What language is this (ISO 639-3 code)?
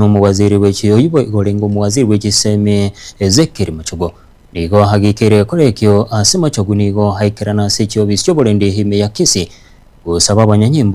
guz